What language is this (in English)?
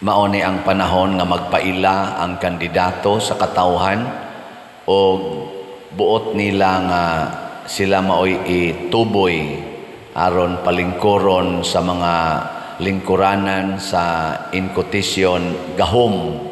Cebuano